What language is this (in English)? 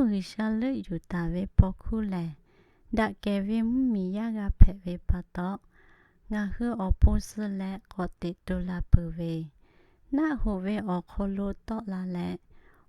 Lahu